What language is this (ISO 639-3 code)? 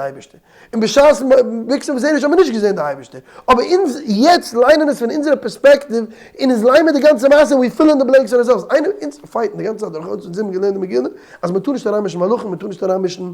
yid